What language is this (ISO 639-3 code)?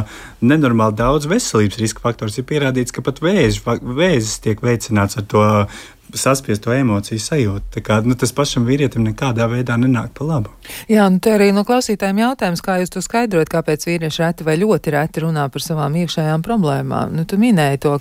lav